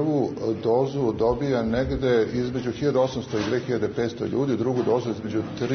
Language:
Serbian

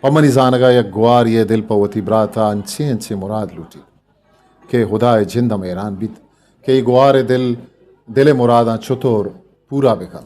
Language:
Eastern Balochi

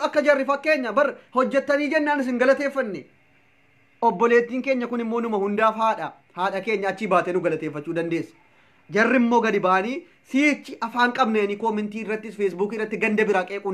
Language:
Oromo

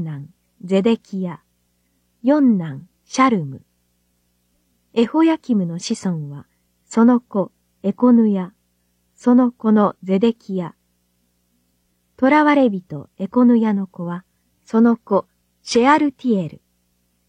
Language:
Japanese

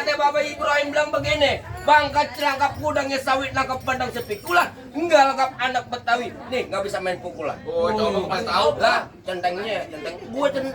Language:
Betawi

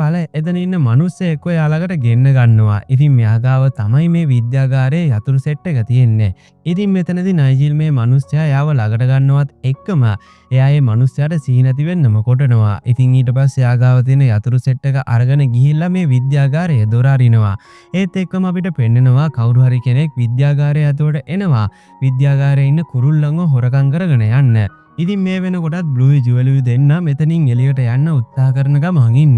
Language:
Sinhala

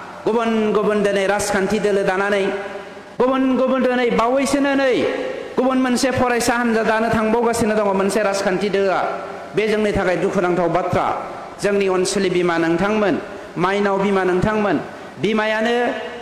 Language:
Bodo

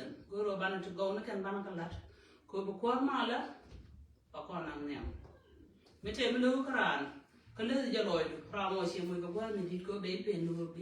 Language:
Nuer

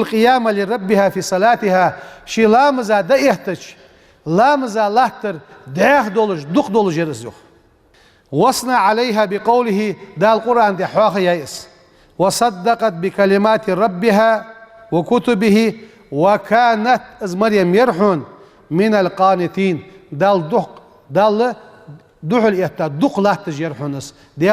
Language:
Ingush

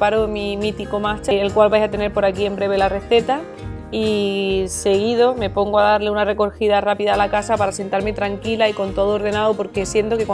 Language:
Spanish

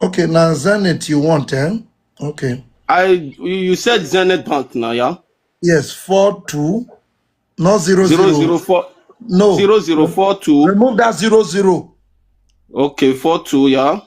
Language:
Nigerian Pidgin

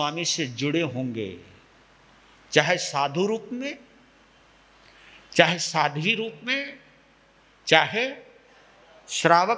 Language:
Hindi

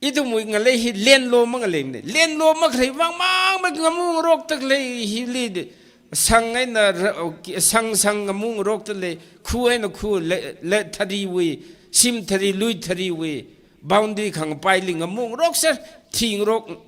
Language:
Tangkhul Naga (India)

